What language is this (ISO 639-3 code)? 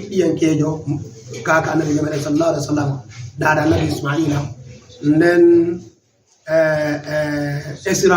ful